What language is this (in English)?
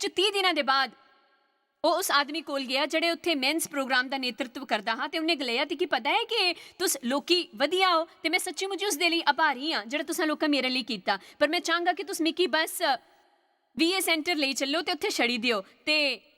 Dogri